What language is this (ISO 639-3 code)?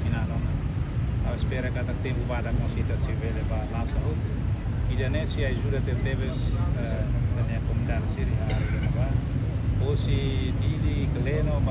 tet